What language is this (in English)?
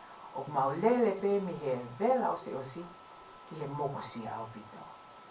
Tongan